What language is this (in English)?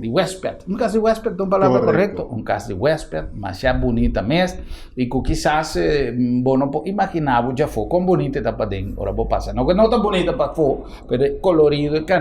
Papiamento